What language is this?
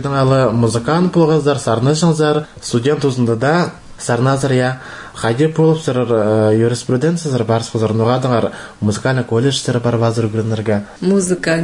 Khakas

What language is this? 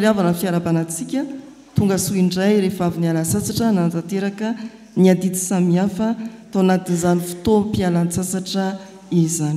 Malagasy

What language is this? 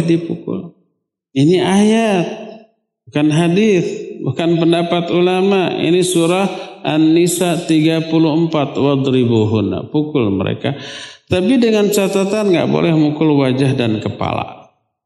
Indonesian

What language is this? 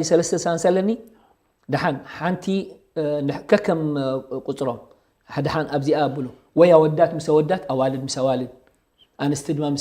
Tigrinya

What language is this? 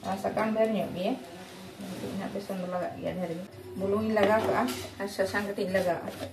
Santali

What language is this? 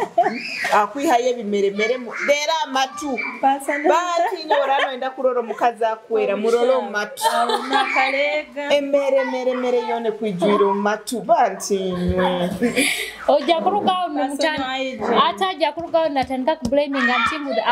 Tooro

